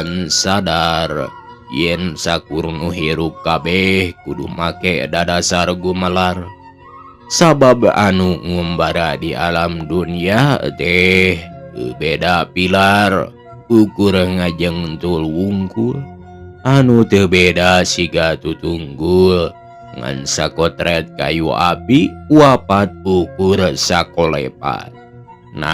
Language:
Sundanese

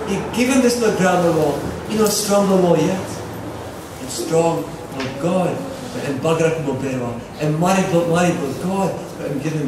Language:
Tok Pisin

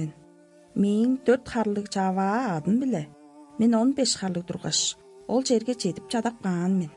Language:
Tuvinian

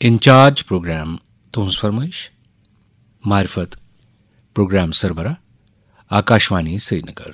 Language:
Kashmiri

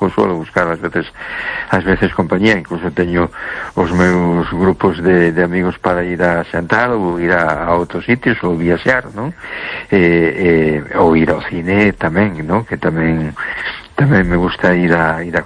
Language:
Galician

